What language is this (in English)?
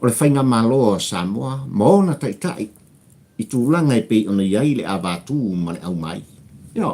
Samoan